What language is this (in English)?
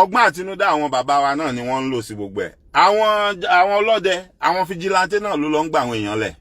Yoruba